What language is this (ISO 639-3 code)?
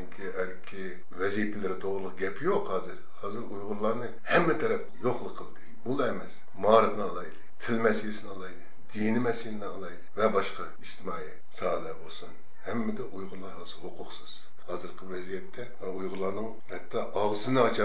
uig